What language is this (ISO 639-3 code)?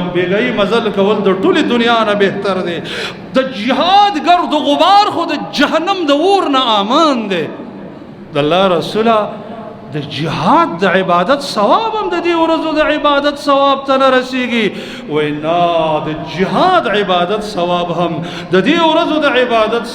pus